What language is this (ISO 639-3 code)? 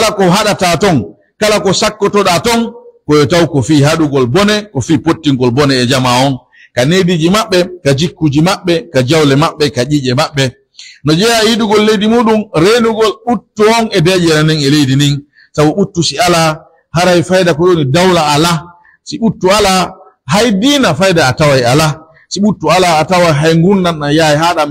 fuf